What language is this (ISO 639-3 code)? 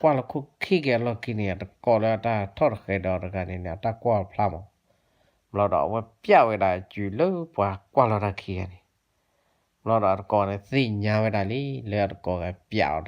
ksw